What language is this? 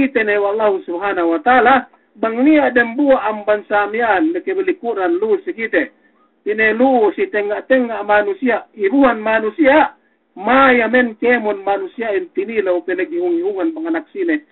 Yakan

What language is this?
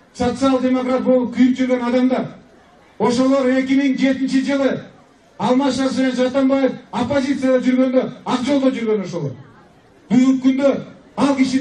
Kyrgyz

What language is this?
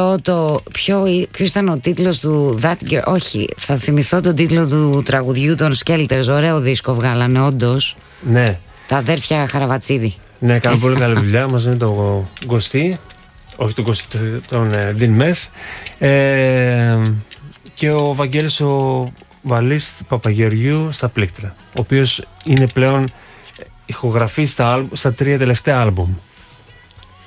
Greek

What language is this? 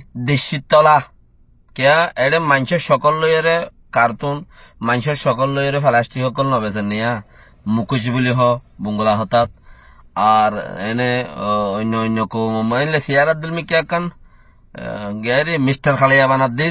Rohingya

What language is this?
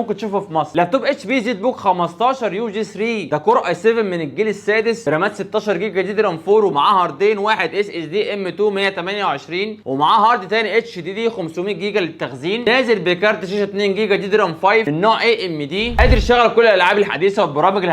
Egyptian Arabic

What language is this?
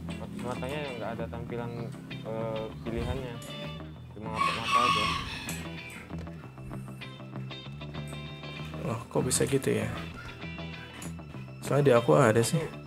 Indonesian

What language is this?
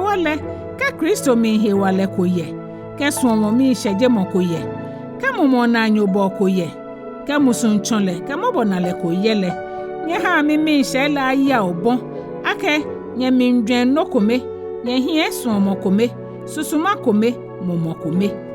Ga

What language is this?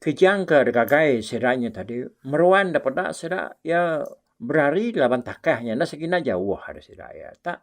Iban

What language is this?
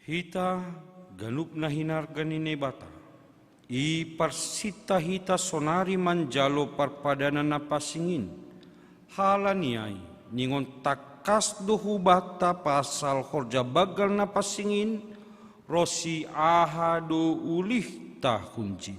Batak Simalungun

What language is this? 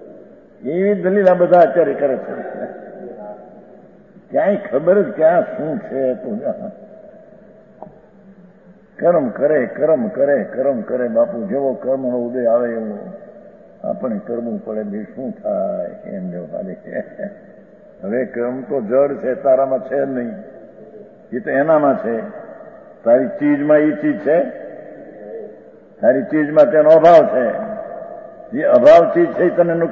Gujarati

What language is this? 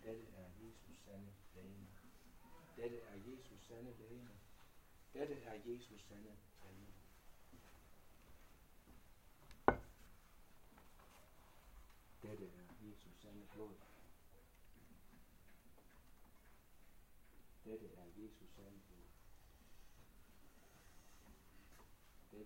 Danish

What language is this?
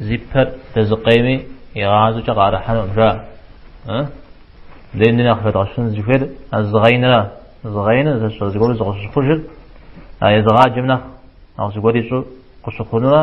Kabardian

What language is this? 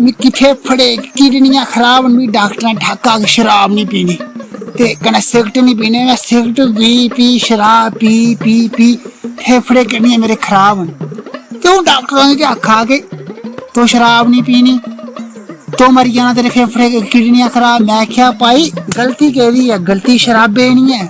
Dogri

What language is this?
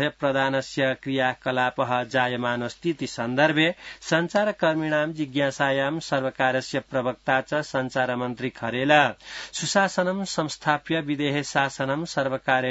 Sanskrit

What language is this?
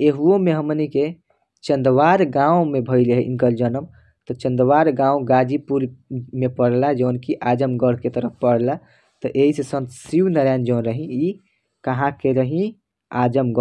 Bhojpuri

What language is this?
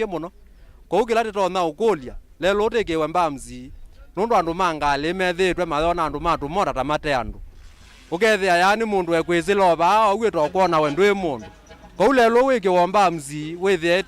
Kamba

